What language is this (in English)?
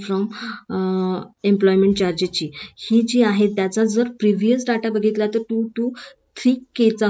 Marathi